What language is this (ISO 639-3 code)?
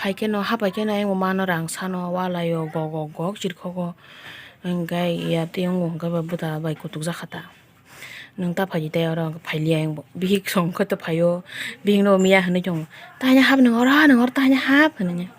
trp